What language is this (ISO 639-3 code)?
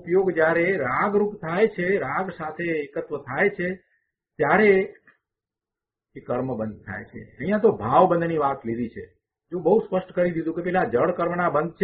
guj